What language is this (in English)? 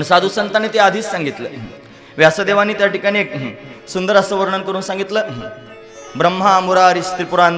Marathi